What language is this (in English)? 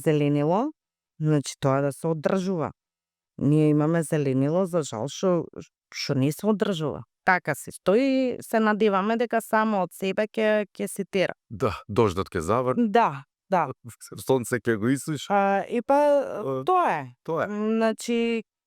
Macedonian